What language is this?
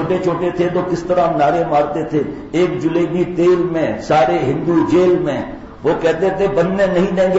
Urdu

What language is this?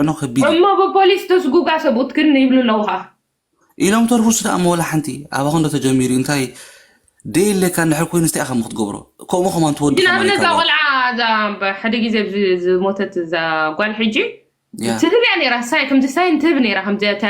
Tigrinya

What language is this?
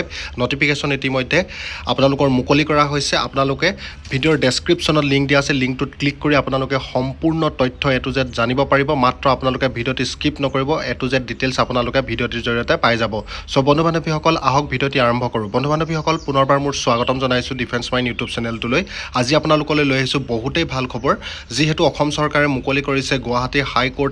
Assamese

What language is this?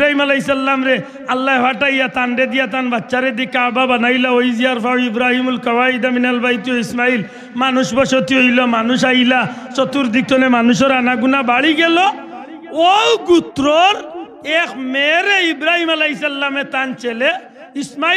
Sylheti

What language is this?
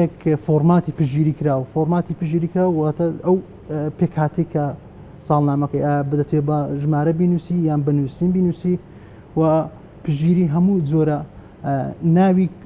Central Kurdish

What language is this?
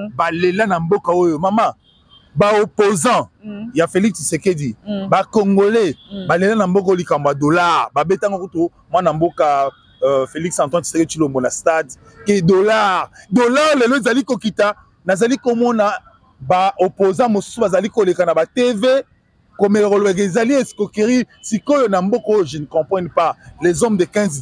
Lingala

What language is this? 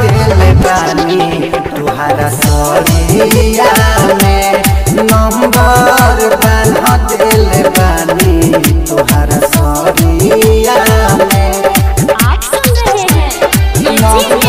Bhojpuri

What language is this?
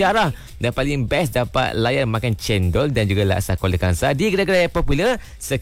Malay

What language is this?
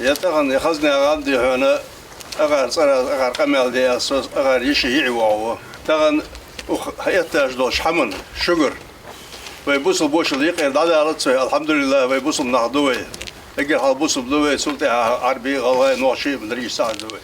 Chechen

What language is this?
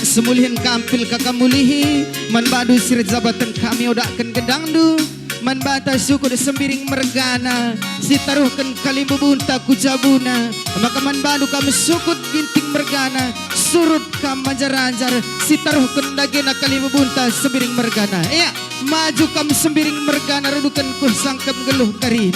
Batak Karo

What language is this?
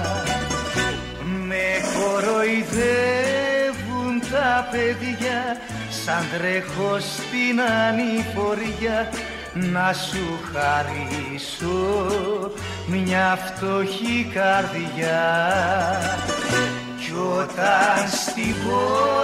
Greek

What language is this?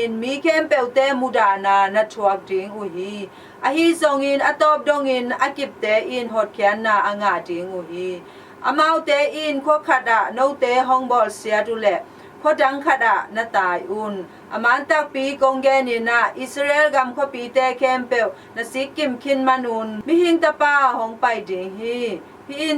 Tedim Chin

